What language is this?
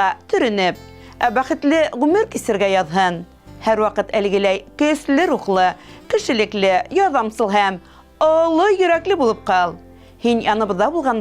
Bashkir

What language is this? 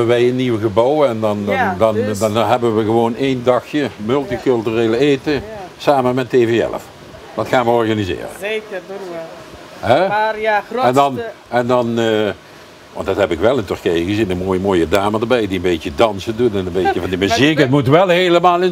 Limburgish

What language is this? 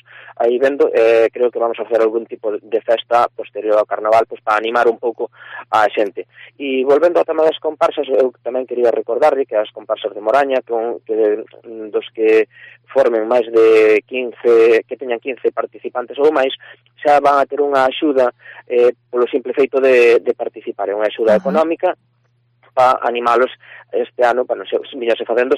Galician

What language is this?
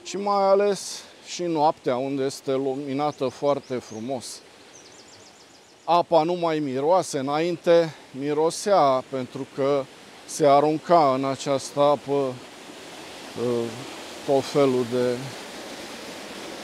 Romanian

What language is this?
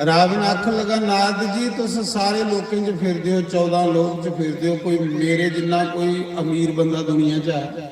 Dogri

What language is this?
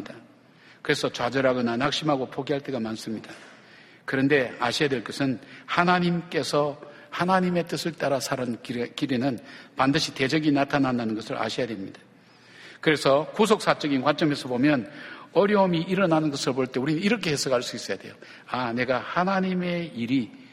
Korean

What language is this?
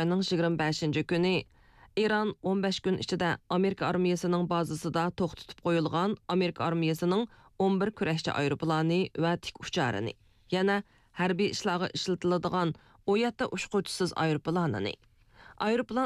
Uyghur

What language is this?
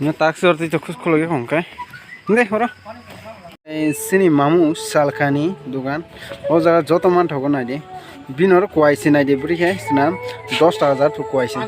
Kok Borok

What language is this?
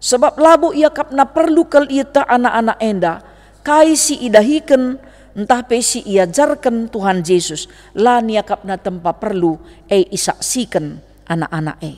Batak Karo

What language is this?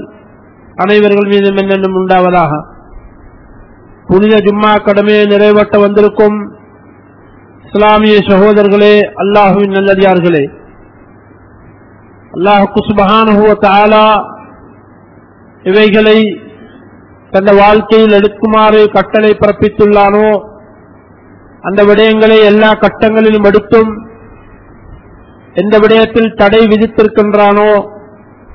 Tamil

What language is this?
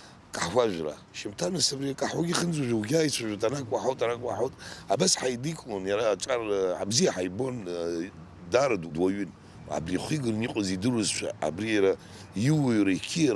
Abkhazian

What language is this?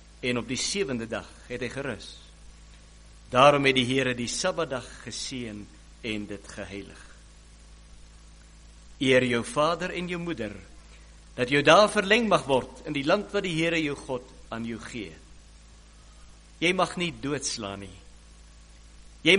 Afrikaans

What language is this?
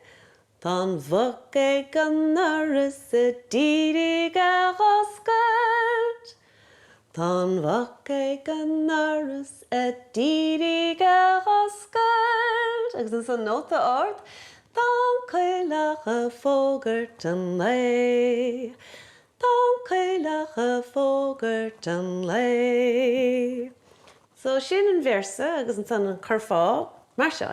Irish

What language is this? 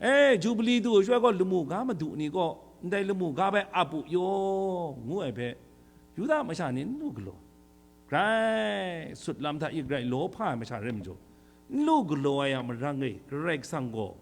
Kachin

